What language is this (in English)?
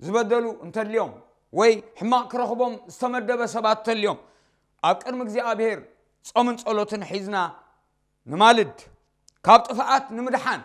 Tigrinya